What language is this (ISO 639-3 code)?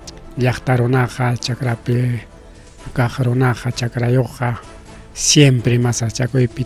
quy